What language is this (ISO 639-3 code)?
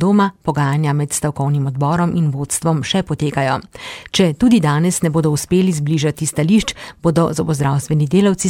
slv